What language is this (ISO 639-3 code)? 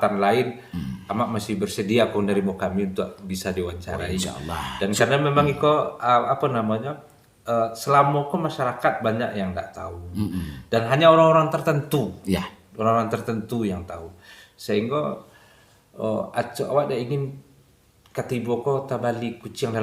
min